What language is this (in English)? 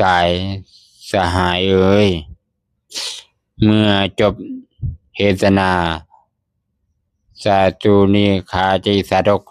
Lao